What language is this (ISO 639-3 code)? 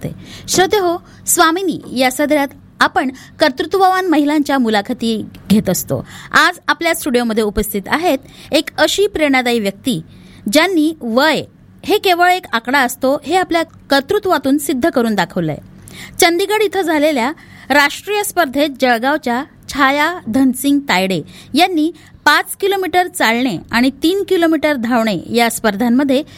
mar